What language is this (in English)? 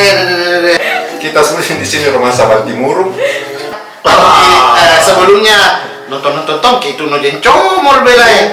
Makassar Malay